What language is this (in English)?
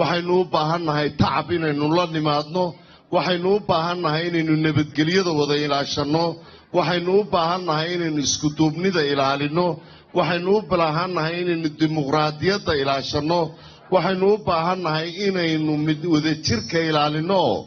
Somali